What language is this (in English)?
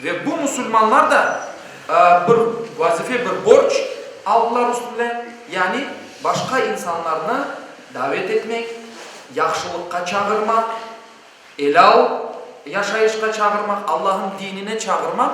Crimean Tatar